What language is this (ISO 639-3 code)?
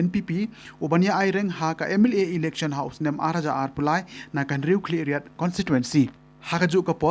kha